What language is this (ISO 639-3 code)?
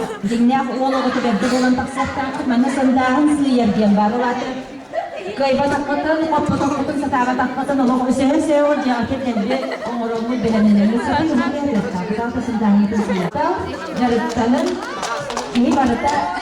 sah